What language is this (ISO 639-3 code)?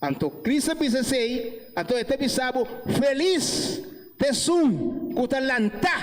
pap